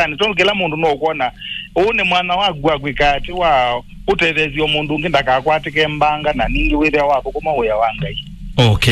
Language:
Kamba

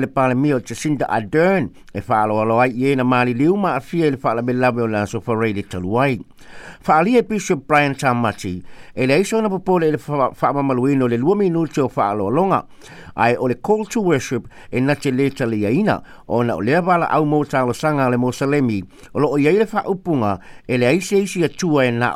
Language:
Samoan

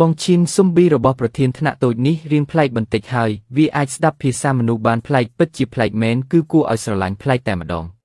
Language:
Khmer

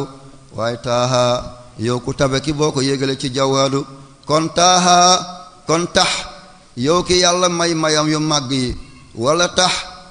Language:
Wolof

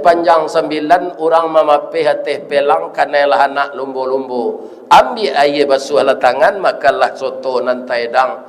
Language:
Minangkabau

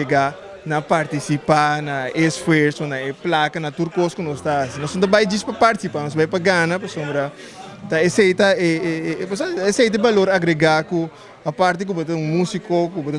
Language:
Papiamento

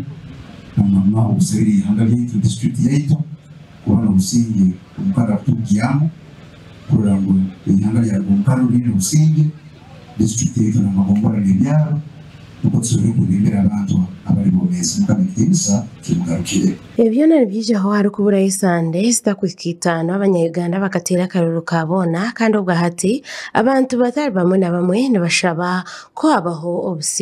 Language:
Nyankole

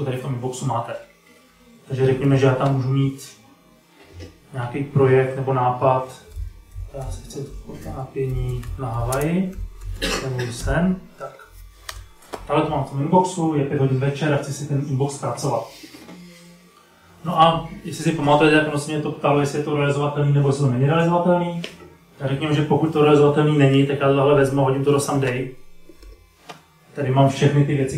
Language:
Czech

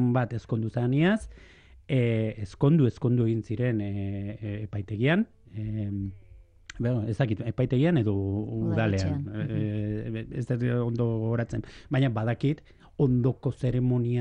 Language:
Basque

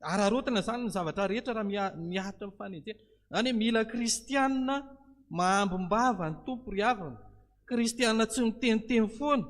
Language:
Malagasy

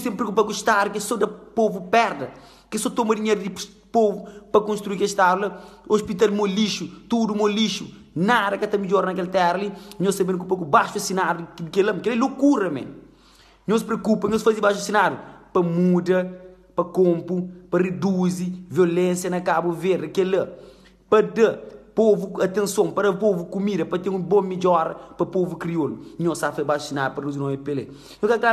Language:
Kabuverdianu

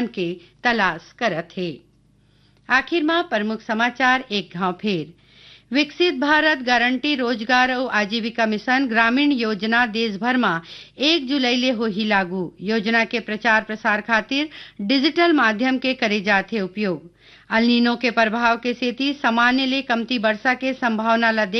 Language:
Chhattisgarhi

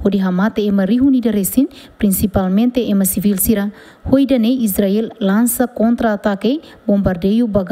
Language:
Tetum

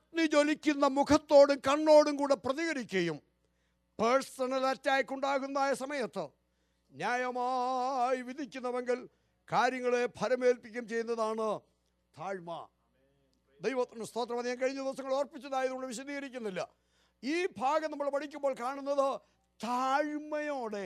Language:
Malayalam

